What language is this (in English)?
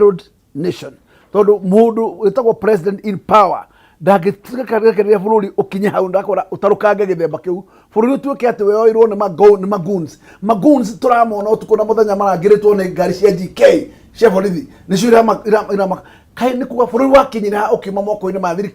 Kikuyu